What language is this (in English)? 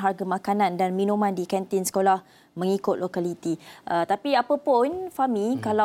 Malay